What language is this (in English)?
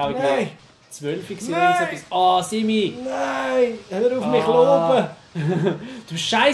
Swiss German